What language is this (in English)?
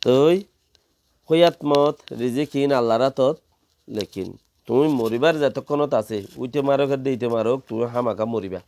Rohingya